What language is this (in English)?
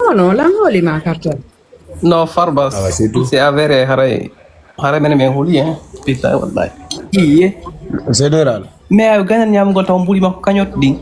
Fula